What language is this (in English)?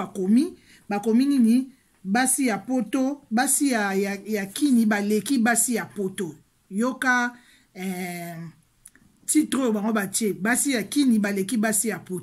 Lingala